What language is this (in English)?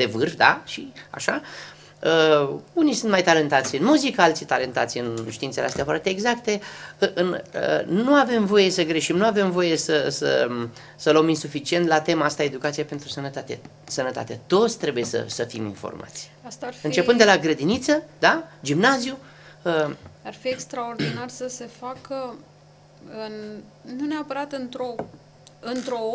Romanian